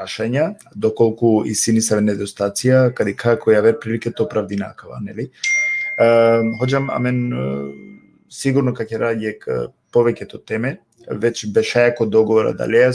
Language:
Balkan Romani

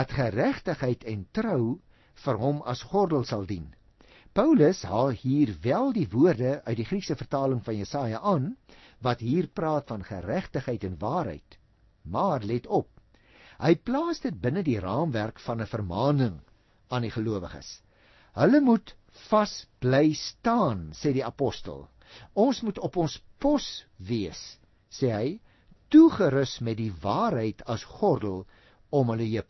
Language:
Afrikaans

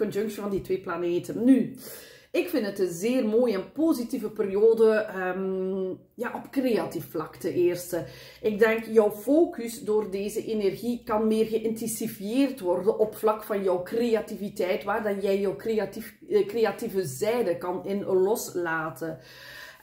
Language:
Dutch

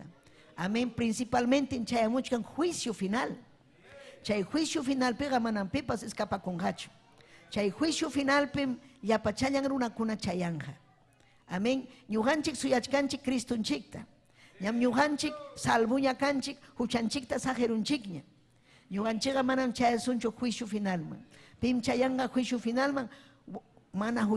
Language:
Ayacucho Quechua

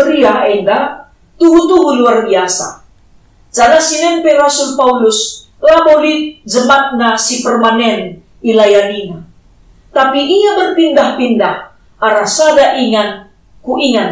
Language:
Batak Karo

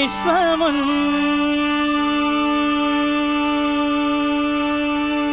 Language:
Telugu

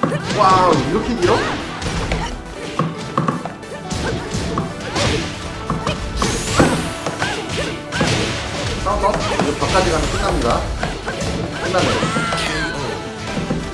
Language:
Korean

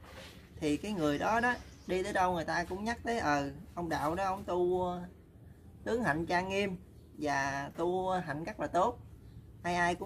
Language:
Vietnamese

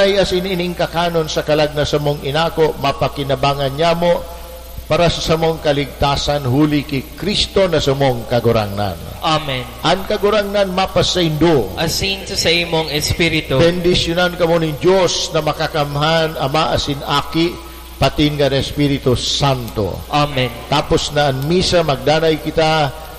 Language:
Bikol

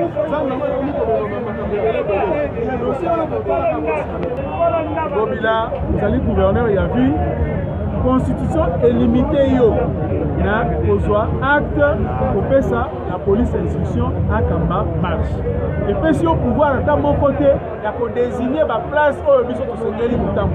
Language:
Lingala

